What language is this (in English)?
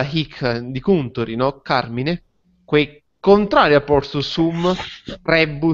Latin